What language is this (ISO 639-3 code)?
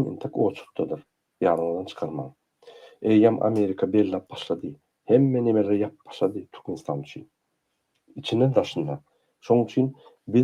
tuk